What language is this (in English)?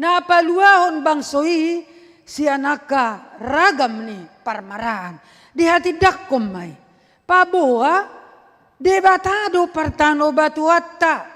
Batak Toba